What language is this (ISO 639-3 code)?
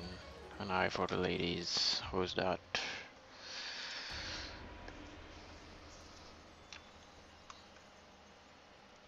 eng